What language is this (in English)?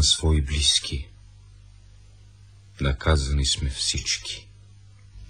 Bulgarian